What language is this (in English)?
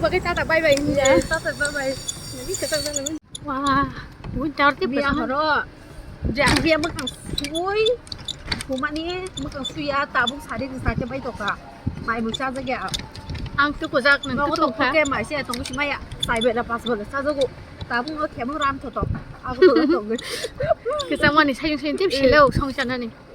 Kok Borok